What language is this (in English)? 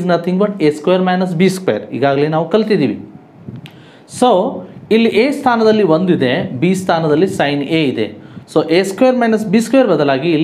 Kannada